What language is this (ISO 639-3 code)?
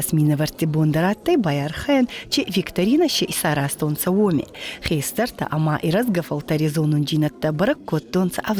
oss